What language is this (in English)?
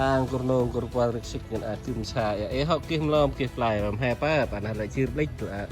Central Mnong